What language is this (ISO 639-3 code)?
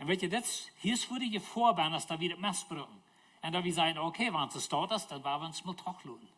pdt